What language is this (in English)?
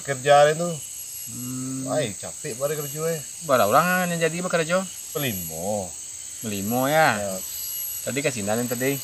Minangkabau